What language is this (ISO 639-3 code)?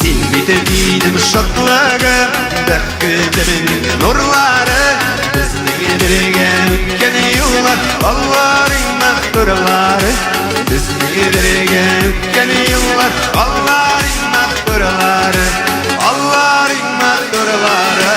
tat